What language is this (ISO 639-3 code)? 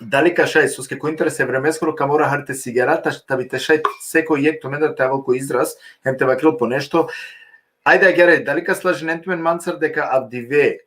rmn